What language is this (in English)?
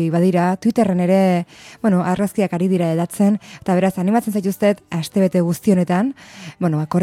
Basque